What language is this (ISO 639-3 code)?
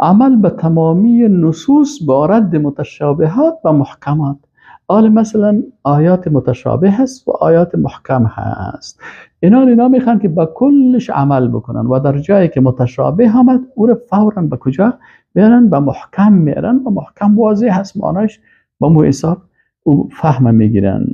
fas